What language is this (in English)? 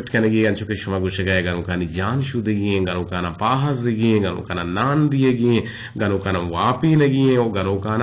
Eastern Balochi